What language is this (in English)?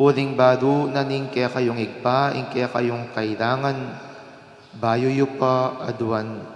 Pampanga